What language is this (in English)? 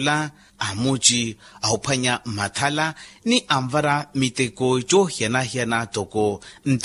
Makhuwa